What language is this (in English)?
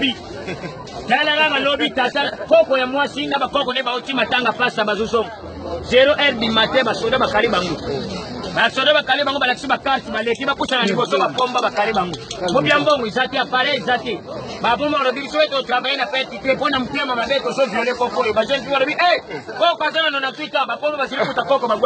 Lingala